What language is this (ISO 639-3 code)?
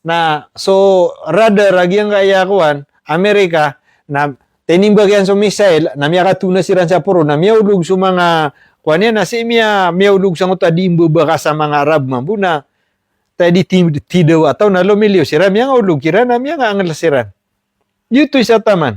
mrw